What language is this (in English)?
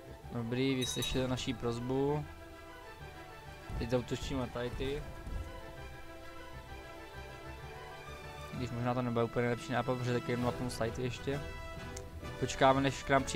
Czech